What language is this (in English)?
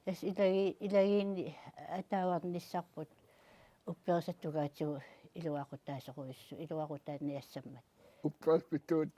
Kalaallisut